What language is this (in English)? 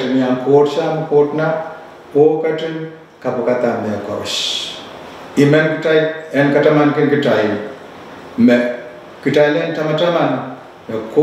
Pohnpeian